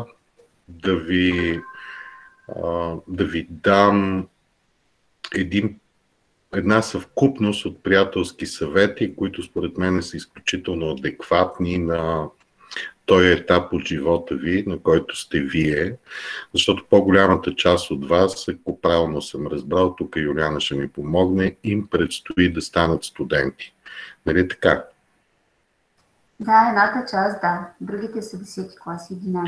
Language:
Bulgarian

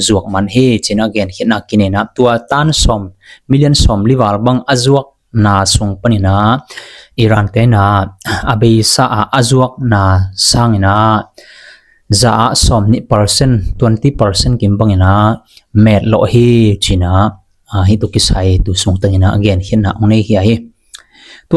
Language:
Tedim Chin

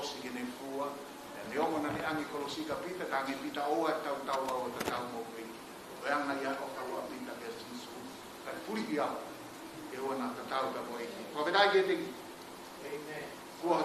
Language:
Tongan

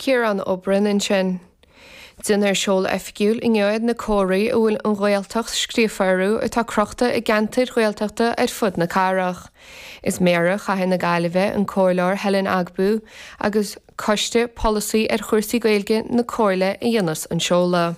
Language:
Irish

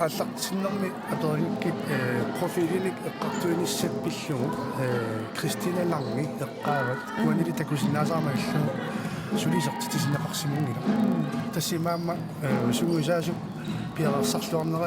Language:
Kalaallisut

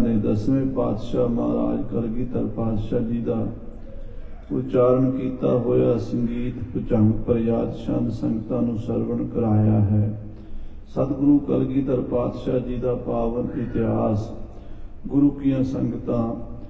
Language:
Punjabi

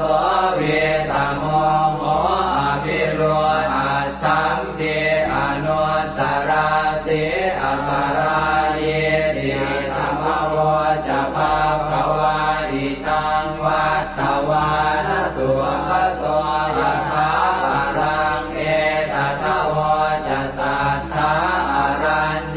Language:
Pali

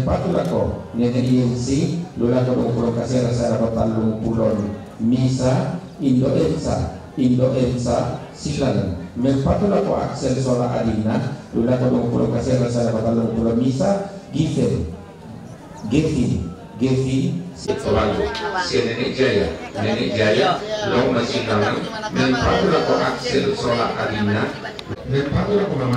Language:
Toraja-Sa'dan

